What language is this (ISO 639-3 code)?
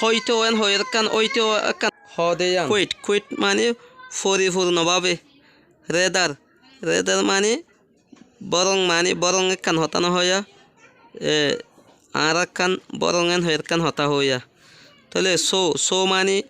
rhg